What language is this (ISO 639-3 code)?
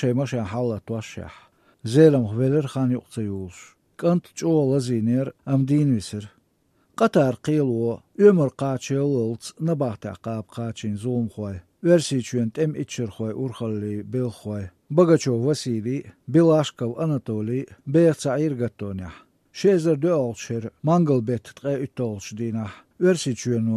che